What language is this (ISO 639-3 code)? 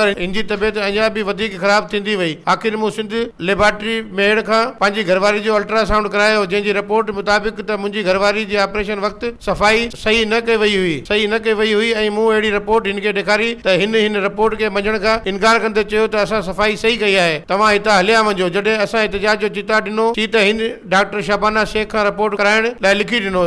snd